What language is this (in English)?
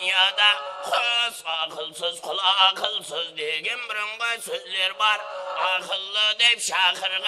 Kara-Kalpak